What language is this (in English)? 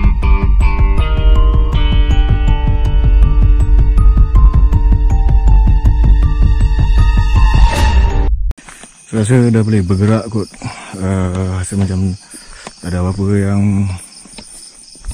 Malay